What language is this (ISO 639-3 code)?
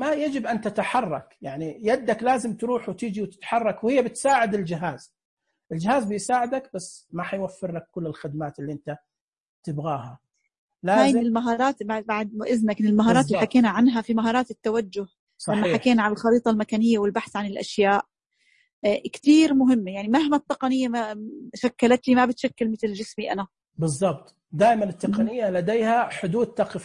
ars